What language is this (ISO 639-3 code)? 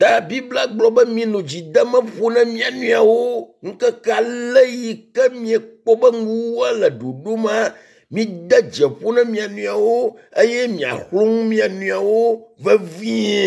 ewe